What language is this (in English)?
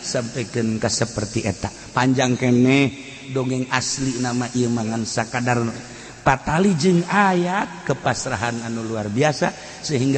Sundanese